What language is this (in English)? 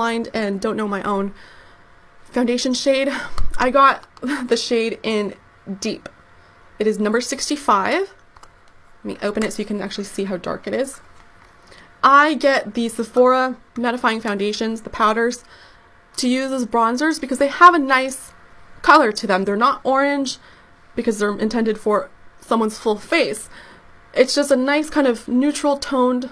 English